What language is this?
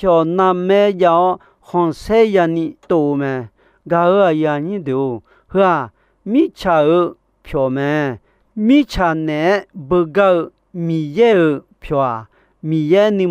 Akha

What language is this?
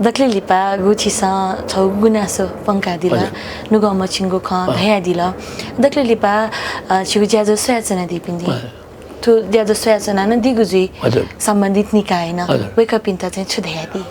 Newari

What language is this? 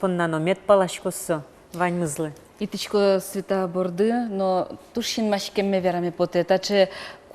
Udmurt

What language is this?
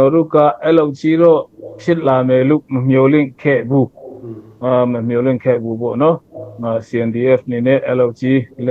Hakha Chin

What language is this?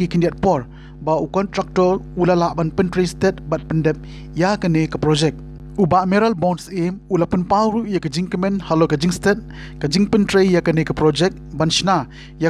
Khasi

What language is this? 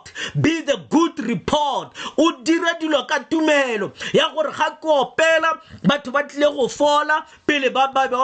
Tswana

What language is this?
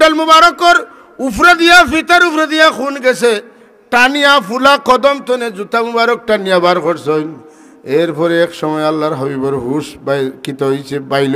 Sylheti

